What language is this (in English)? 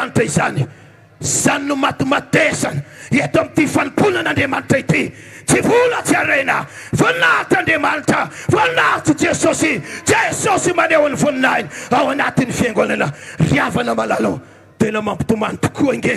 Malagasy